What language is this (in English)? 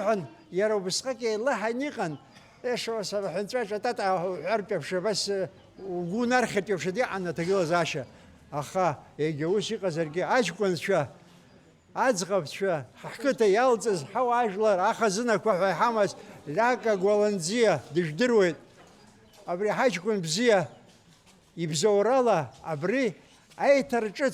Abkhazian